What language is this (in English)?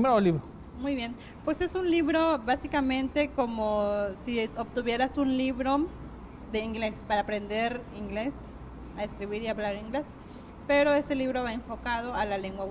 Spanish